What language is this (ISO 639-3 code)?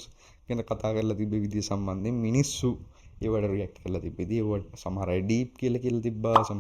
sin